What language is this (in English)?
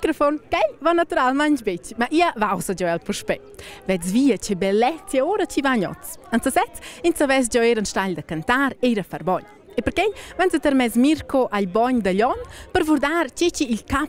Romansh